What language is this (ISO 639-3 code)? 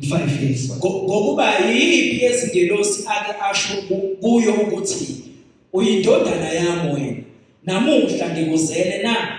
zul